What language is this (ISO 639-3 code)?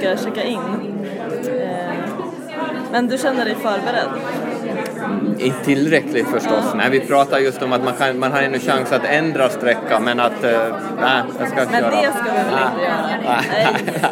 swe